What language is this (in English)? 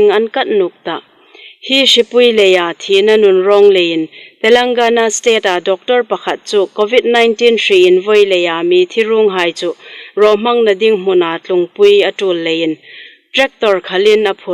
Hmar